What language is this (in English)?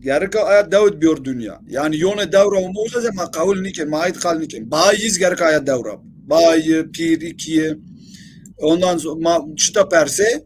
Zaza